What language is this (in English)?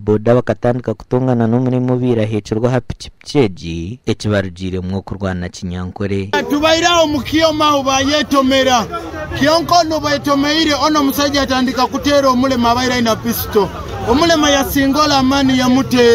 Nyankole